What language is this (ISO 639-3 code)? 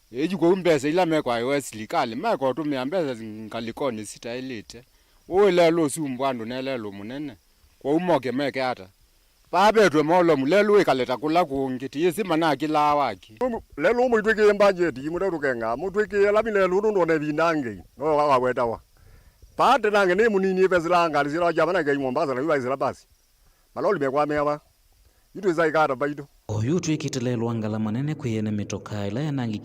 kam